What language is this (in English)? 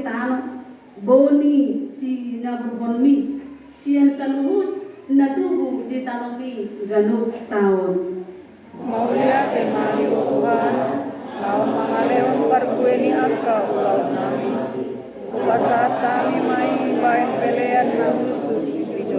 Batak Toba